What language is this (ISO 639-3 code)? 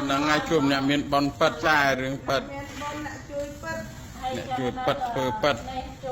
khm